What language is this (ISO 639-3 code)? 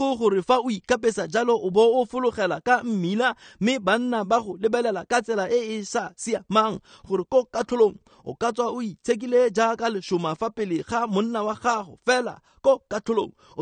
tsn